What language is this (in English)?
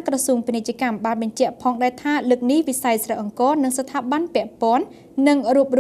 Khmer